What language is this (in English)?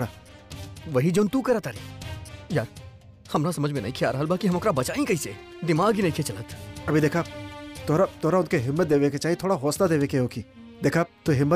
Bhojpuri